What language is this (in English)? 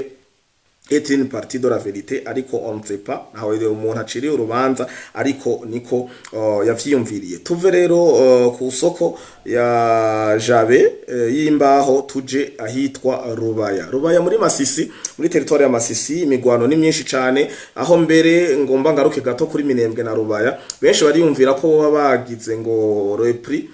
Rundi